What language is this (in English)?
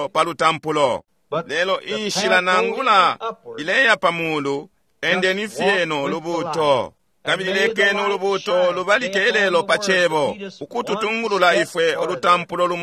Bemba